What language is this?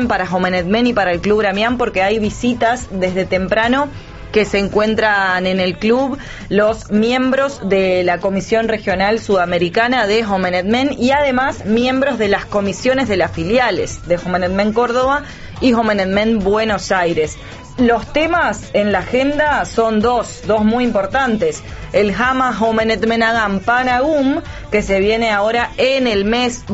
Spanish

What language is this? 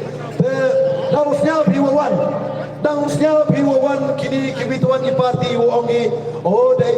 Khasi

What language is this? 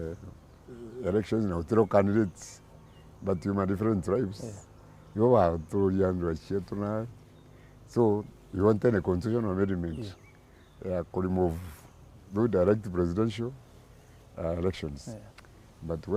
Meru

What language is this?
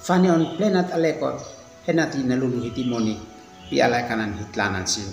Uab Meto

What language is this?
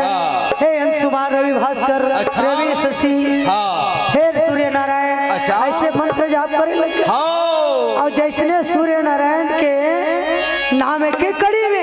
Chhattisgarhi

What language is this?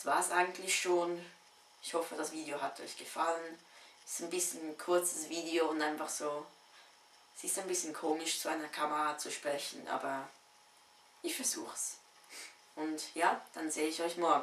Swiss German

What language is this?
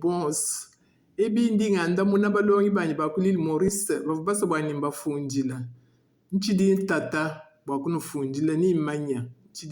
Luba-Lulua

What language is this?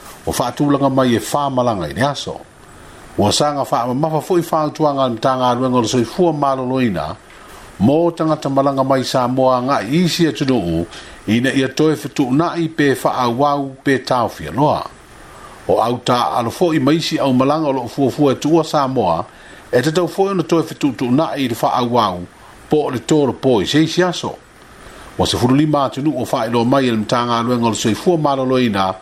Samoan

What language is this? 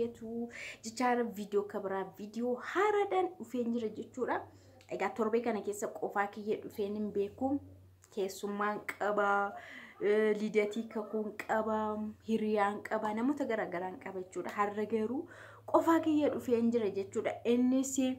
Oromo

